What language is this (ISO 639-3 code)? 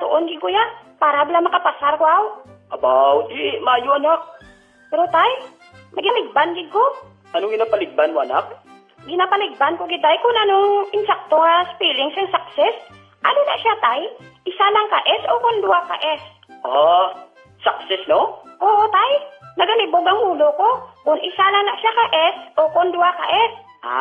hil